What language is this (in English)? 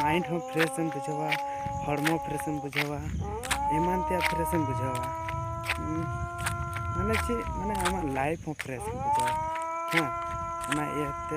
Santali